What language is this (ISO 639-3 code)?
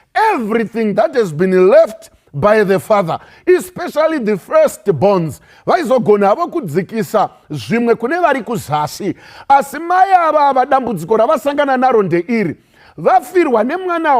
sna